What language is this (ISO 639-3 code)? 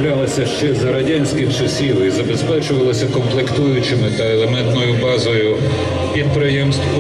ukr